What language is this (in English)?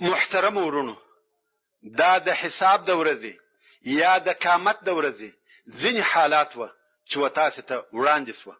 Pashto